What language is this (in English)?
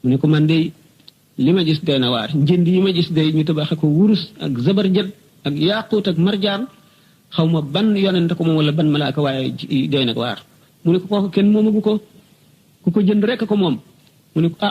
Wolof